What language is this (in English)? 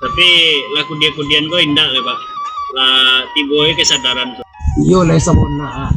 Minangkabau